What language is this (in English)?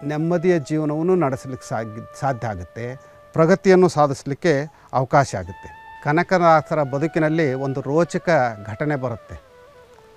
Kannada